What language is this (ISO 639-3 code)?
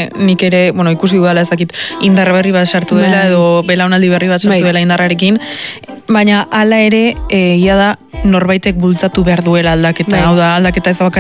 eus